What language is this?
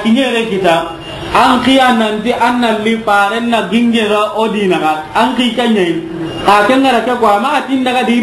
Soninke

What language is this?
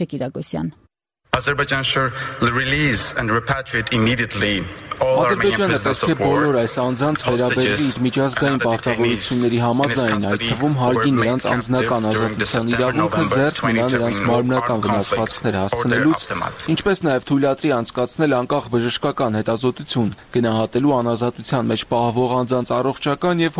Armenian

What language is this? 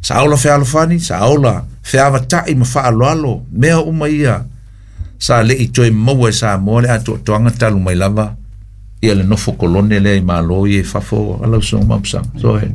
Samoan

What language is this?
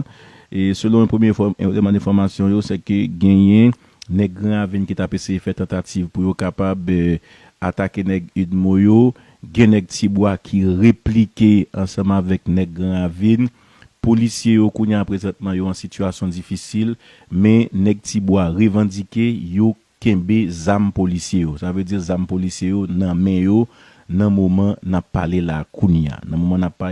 Haitian Creole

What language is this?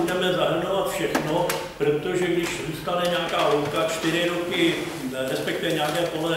Czech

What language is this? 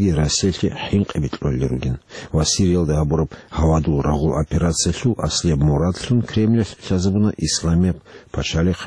Avaric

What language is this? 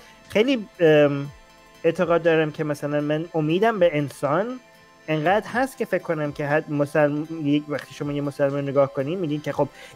Persian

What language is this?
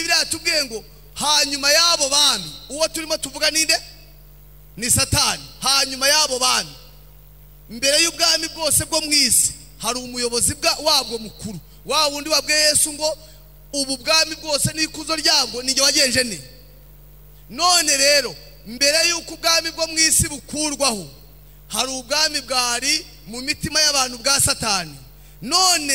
Kinyarwanda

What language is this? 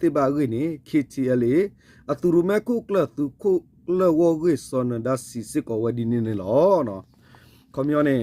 S'gaw Karen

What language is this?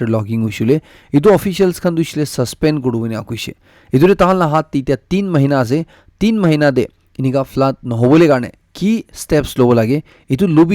Naga Pidgin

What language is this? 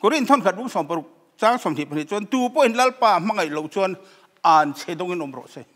Mizo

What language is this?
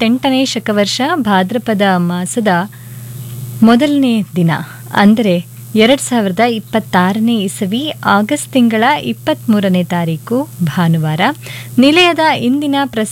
Kannada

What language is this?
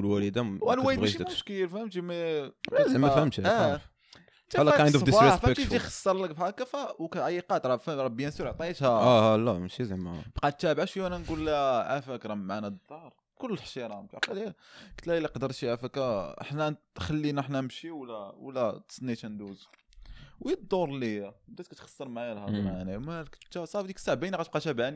Moroccan Arabic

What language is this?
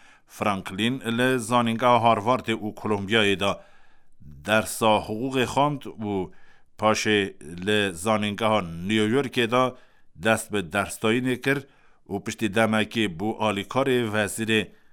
Kurdish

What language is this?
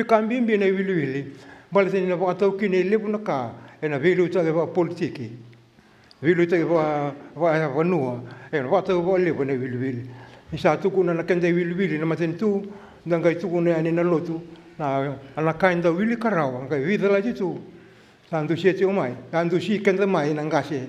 Fijian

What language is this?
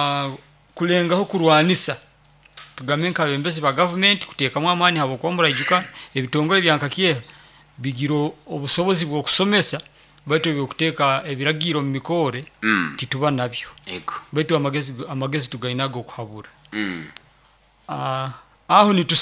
Nyoro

